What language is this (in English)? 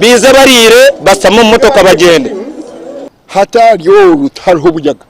Nyankole